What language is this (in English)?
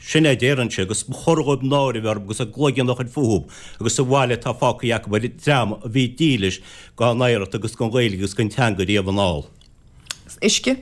Irish